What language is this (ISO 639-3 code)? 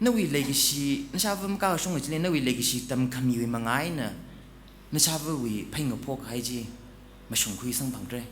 nmf